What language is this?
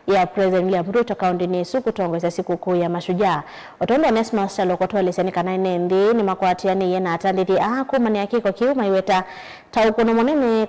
Kamba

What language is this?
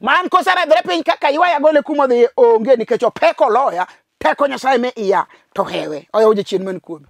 Luo (Kenya and Tanzania)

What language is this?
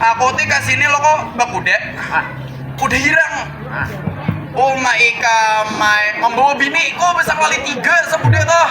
Banjar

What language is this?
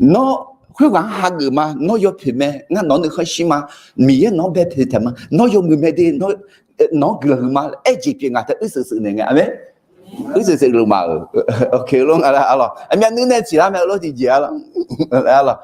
Akha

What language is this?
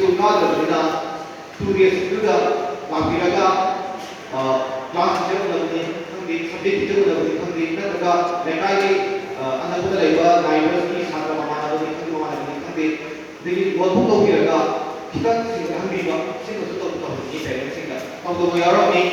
Manipuri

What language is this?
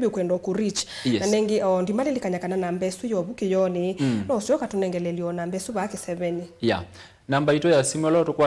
Kamba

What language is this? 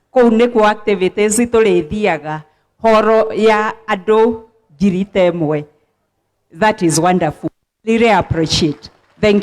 Kikuyu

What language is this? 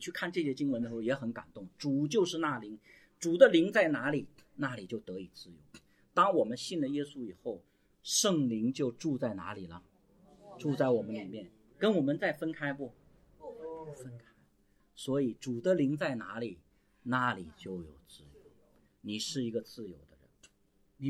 Chinese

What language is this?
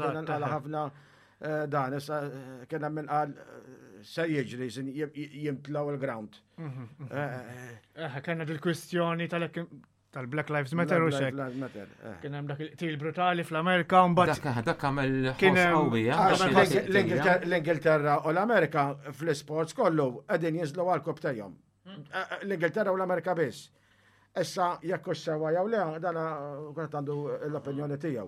Maltese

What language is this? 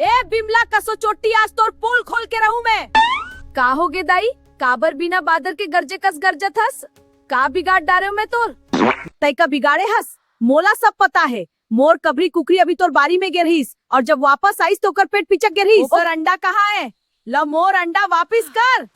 Chhattisgarhi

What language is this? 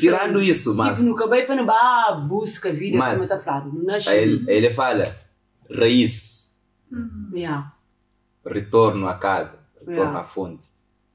Kabuverdianu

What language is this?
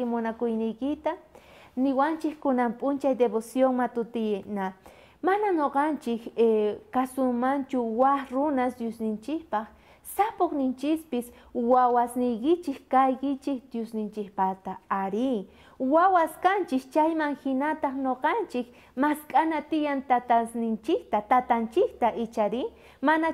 South Bolivian Quechua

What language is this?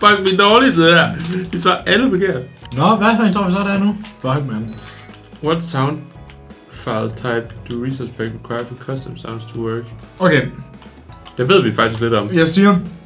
Danish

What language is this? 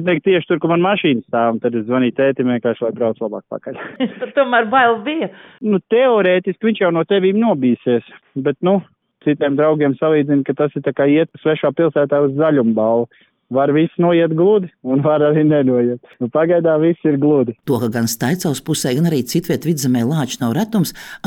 Latvian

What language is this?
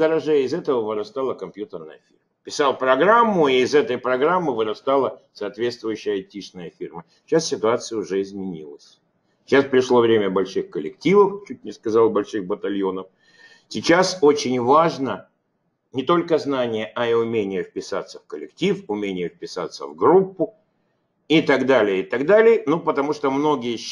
Russian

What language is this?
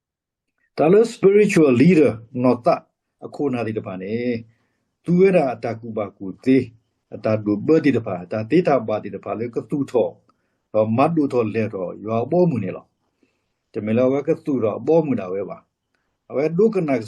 S'gaw Karen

